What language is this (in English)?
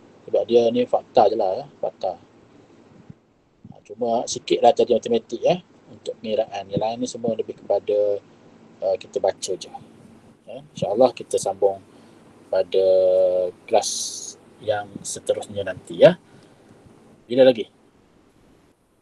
Malay